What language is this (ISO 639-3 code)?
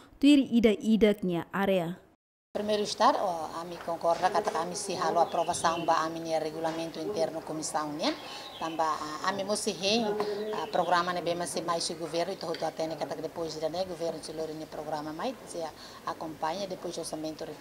tet